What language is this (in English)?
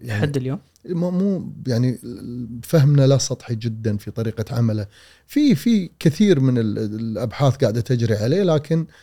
Gulf Arabic